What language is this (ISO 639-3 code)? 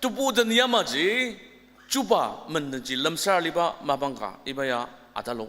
njo